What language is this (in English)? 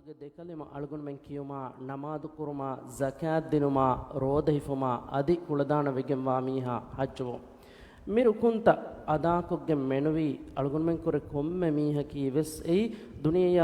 Divehi